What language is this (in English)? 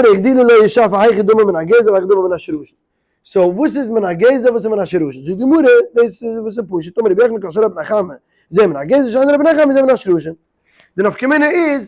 Yiddish